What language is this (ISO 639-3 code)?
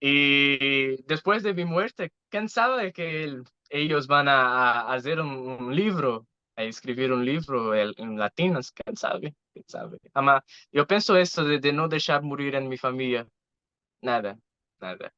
lad